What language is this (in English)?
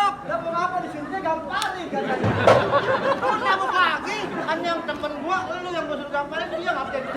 Betawi